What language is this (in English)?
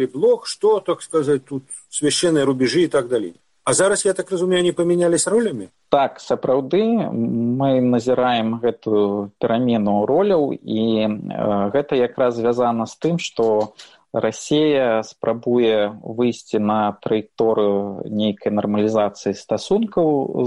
Belarusian